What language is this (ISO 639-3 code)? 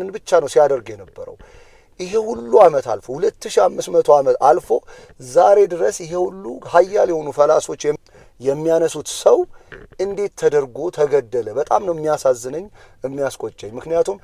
amh